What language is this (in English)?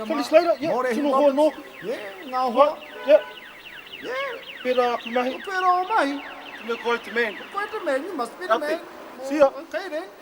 Māori